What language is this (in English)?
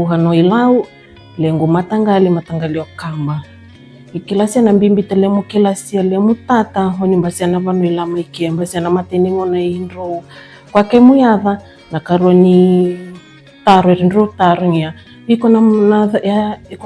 Fijian